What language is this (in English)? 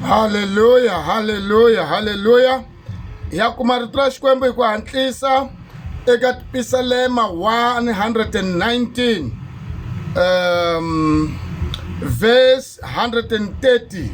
Tsonga